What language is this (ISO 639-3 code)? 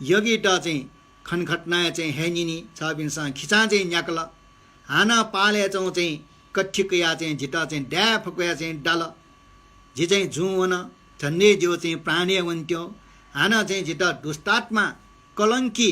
new